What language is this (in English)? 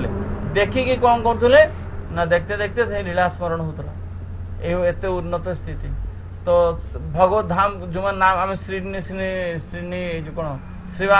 Odia